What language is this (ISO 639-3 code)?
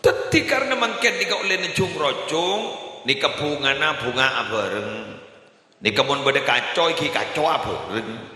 mad